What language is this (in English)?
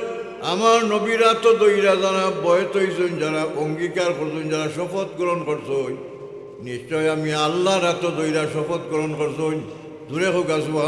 Sylheti